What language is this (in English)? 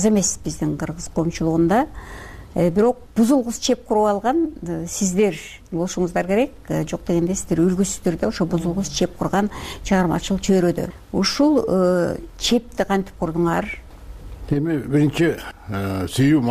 Kyrgyz